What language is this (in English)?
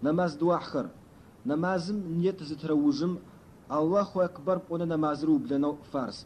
Adyghe